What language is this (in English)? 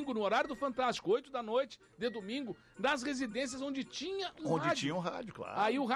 Portuguese